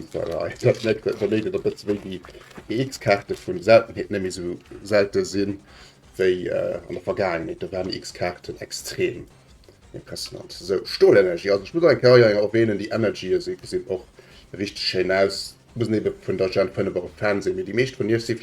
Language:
Luxembourgish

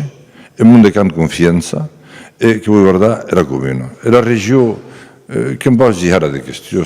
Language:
Occitan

